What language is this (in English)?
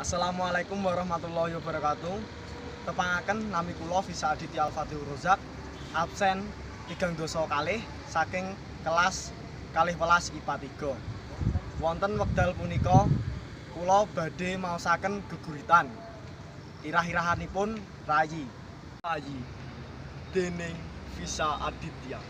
Javanese